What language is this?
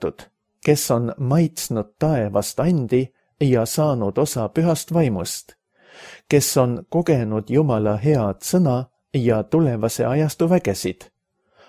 Estonian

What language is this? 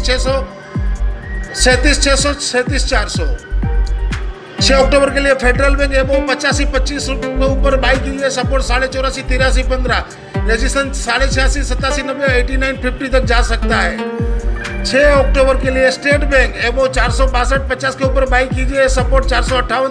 Hindi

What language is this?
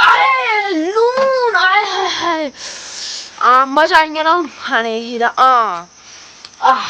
Dogri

